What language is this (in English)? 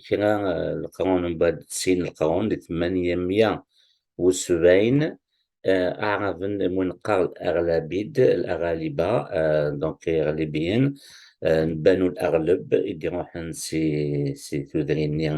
Kabyle